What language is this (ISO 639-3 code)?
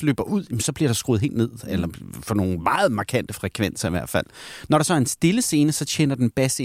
dan